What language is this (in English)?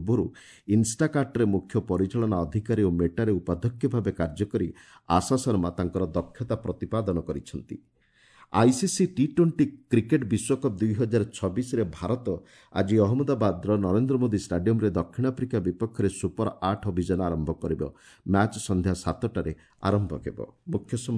Odia